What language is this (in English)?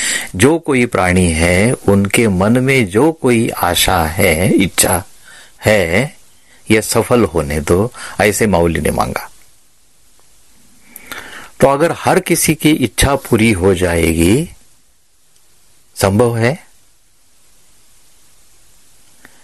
Hindi